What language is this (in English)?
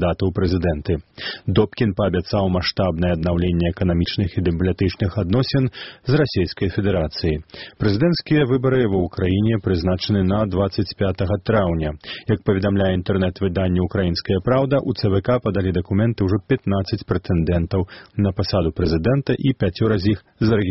Belarusian